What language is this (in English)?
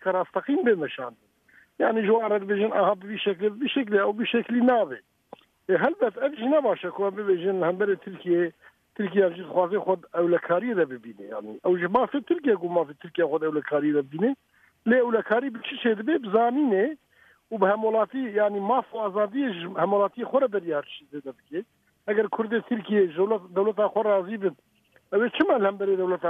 Kurdish